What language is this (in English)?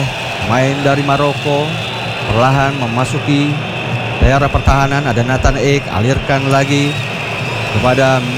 Indonesian